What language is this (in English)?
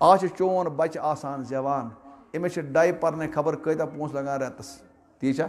Kashmiri